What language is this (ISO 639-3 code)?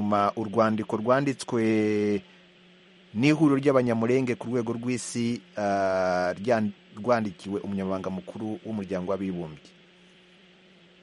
kin